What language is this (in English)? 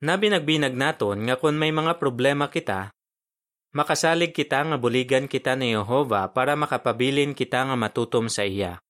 Hiligaynon